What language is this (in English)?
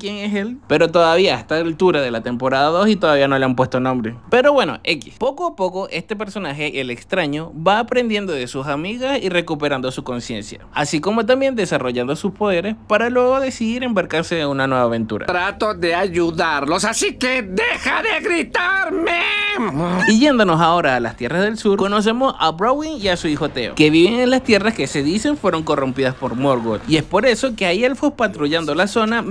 Spanish